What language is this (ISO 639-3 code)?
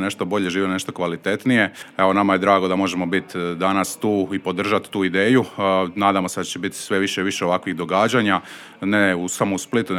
hrv